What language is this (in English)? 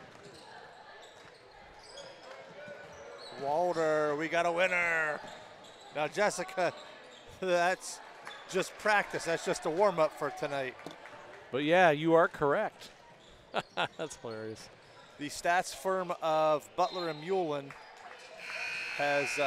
English